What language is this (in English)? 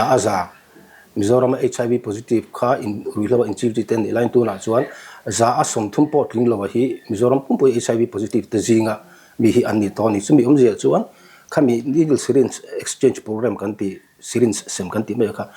Mizo